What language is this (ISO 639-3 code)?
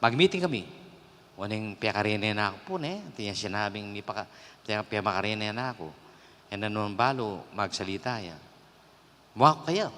pam